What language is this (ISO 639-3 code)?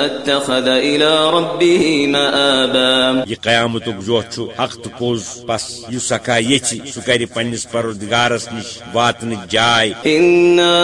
kas